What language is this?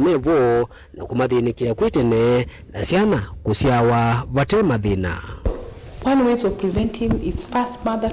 Kamba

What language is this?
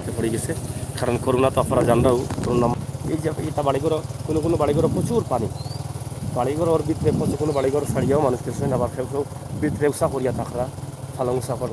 Sylheti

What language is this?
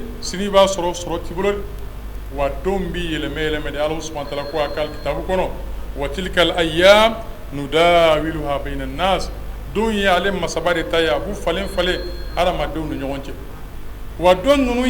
Bambara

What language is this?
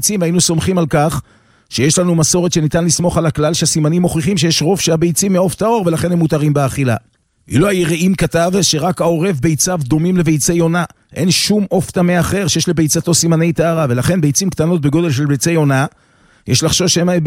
Hebrew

